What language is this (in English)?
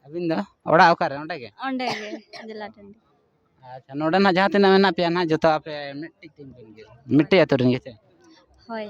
Santali